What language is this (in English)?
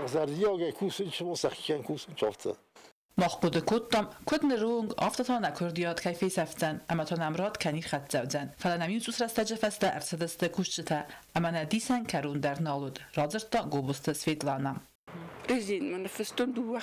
Ossetic